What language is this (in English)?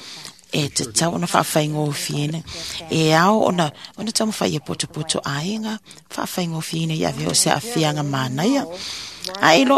Samoan